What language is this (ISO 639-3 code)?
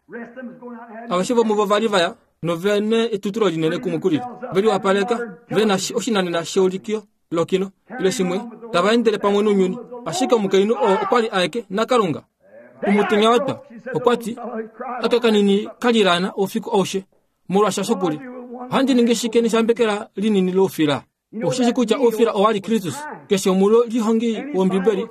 kua